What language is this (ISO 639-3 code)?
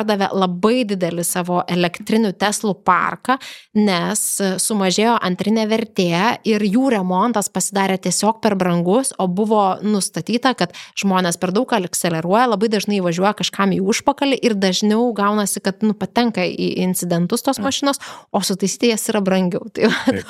lit